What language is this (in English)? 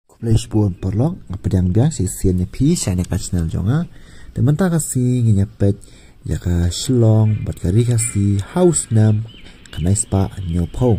Khasi